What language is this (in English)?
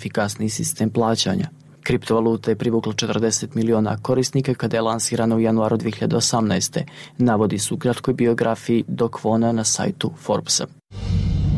Serbian